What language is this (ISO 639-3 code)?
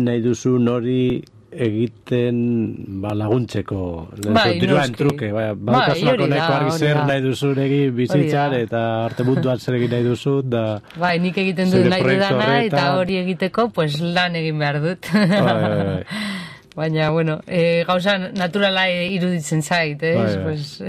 eus